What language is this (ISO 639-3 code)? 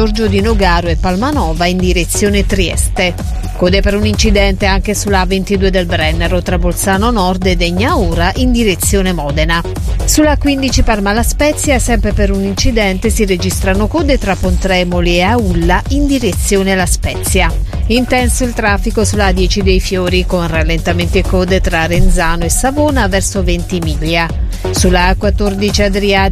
ita